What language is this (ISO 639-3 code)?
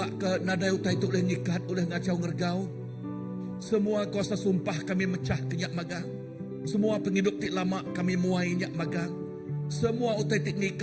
iba